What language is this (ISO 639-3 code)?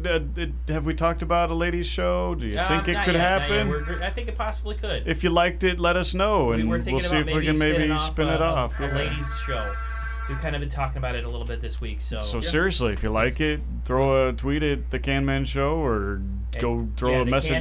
eng